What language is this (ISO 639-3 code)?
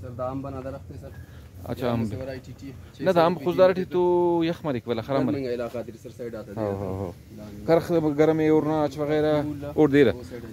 brh